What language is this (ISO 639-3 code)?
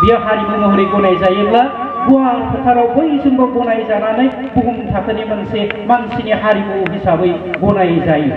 brx